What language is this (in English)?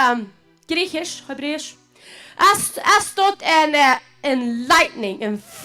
Plautdietsch